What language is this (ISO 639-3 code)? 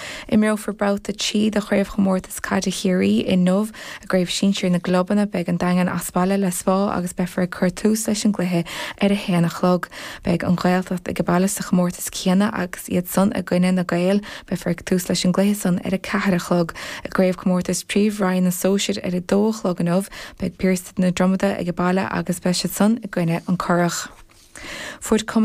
gle